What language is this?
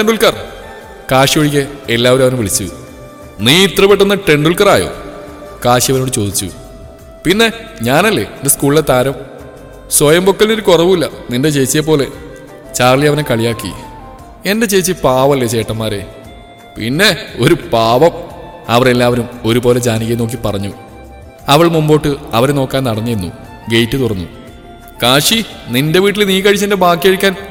Malayalam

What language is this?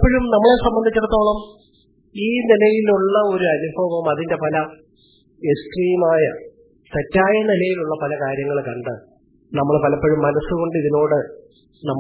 Malayalam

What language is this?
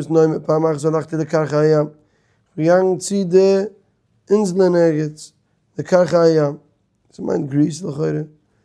Yiddish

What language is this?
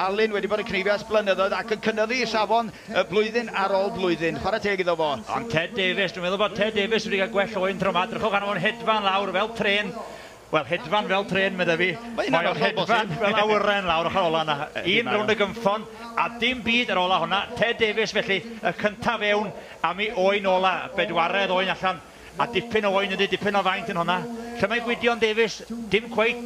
Welsh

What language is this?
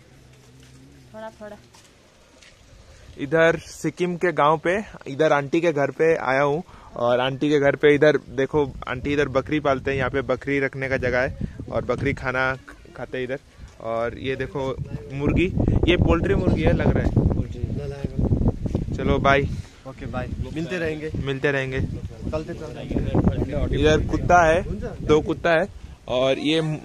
Hindi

